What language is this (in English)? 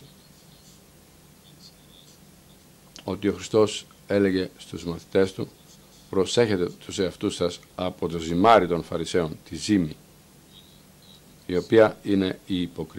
Greek